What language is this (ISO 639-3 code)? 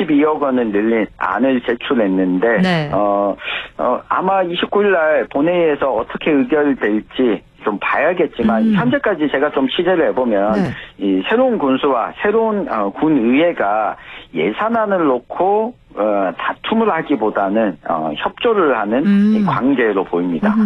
kor